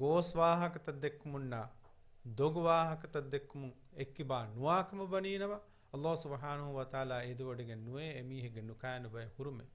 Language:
Divehi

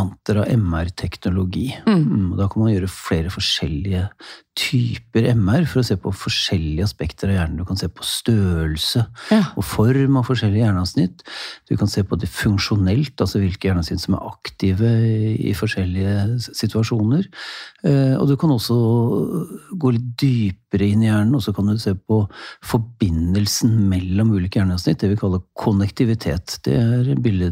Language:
Norwegian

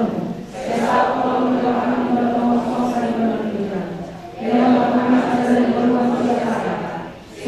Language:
Batak Toba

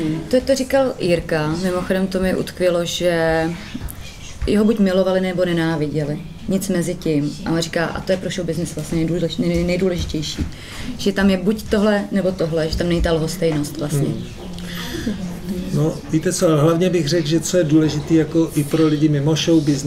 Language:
Czech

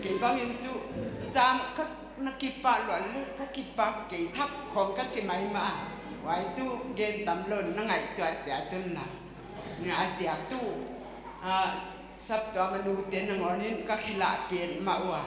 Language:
Paite Chin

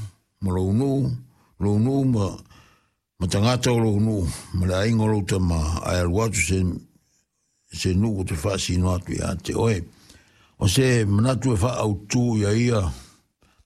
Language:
Samoan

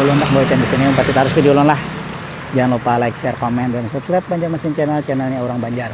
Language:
Banjar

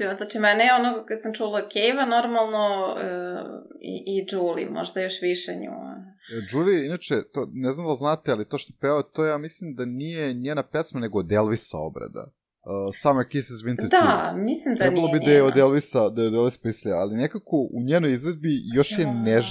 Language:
Serbian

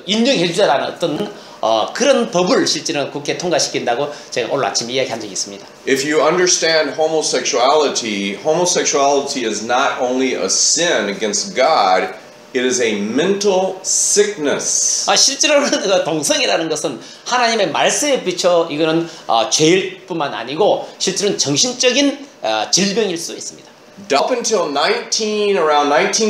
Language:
Korean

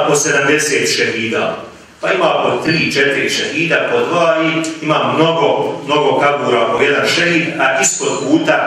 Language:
Bosnian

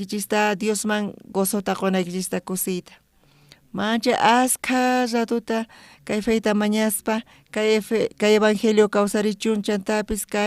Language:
South Bolivian Quechua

